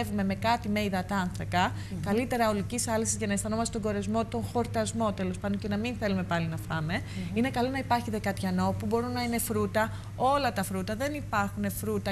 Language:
Greek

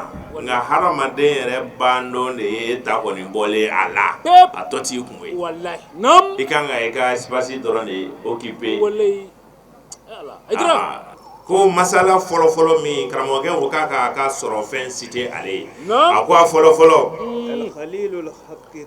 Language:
Bambara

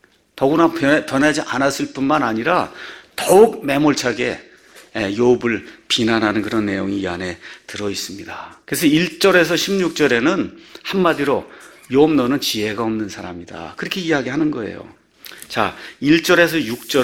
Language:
Korean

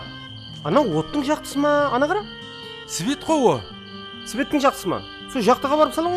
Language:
Kara-Kalpak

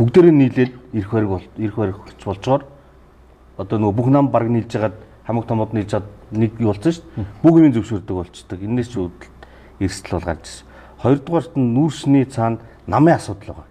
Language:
Mongolian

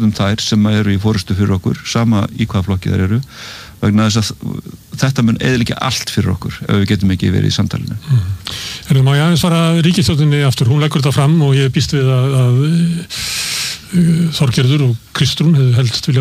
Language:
Icelandic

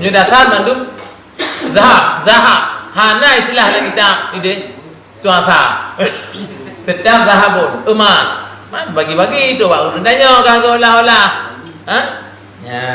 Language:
Achinese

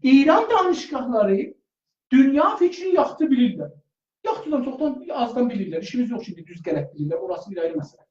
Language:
South Azerbaijani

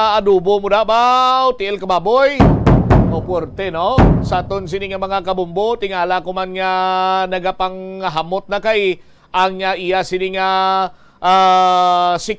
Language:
Hiligaynon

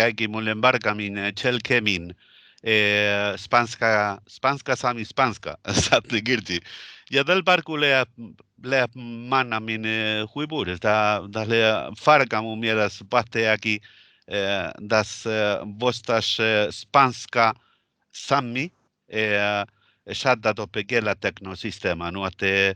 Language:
Northern Sami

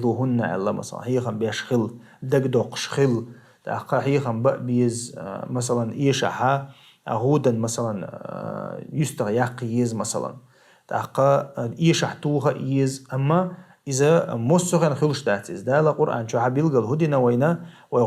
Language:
Chechen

